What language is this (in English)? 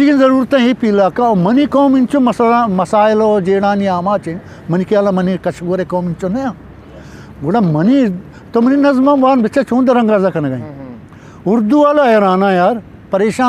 Eastern Balochi